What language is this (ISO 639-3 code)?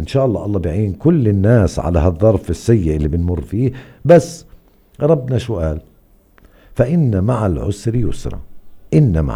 apc